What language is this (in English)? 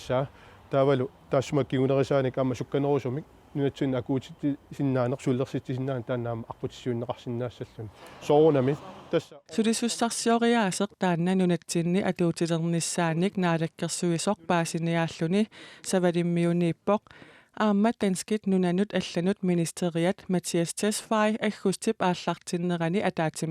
Kalaallisut